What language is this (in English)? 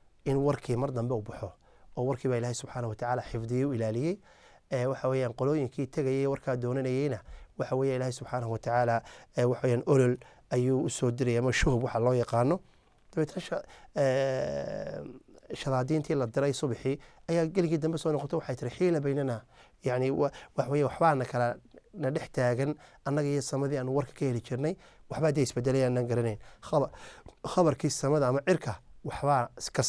Somali